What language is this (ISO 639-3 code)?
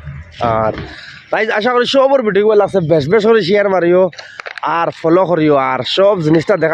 syl